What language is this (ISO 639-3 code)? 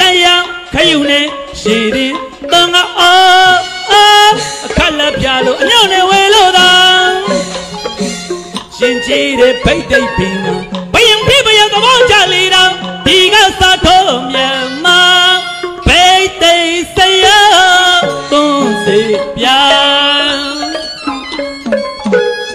mya